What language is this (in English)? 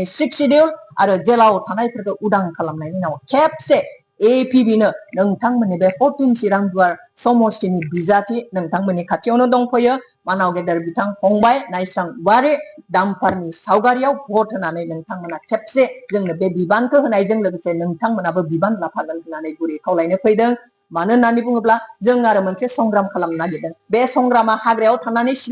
Bodo